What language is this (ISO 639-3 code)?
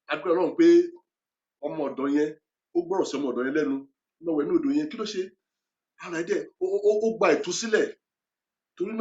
yor